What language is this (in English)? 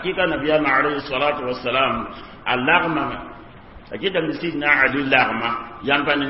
Mossi